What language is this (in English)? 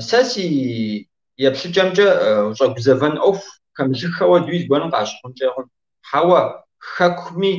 Kabardian